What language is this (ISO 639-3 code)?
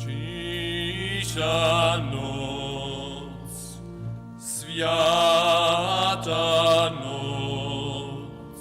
hsb